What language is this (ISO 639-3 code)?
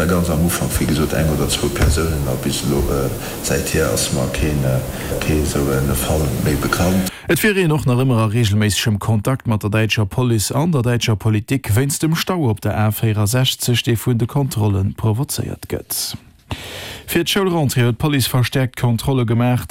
ltz